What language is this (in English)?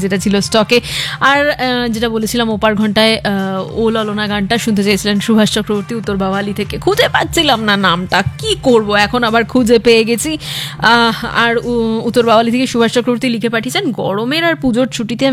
Bangla